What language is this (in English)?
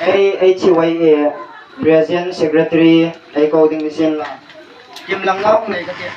Hmar